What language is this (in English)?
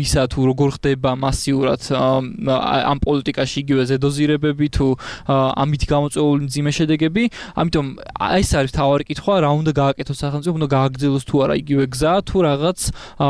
Georgian